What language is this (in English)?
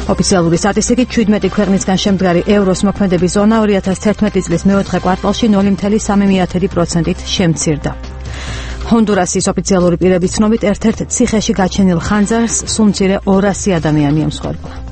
Georgian